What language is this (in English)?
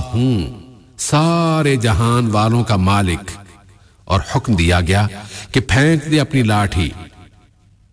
Urdu